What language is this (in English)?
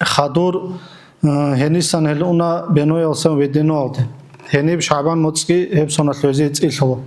Avaric